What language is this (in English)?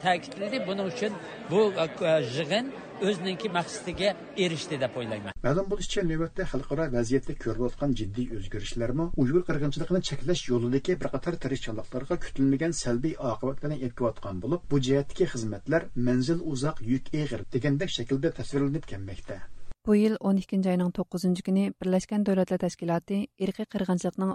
Uyghur